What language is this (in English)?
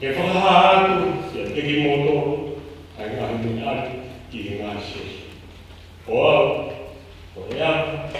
Tongan